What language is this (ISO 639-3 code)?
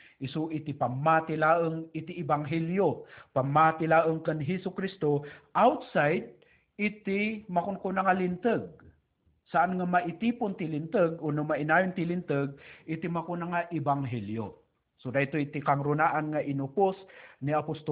ilo